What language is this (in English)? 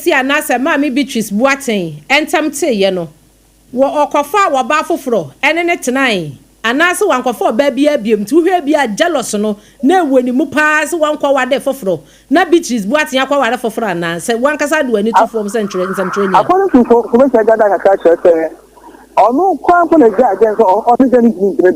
Akan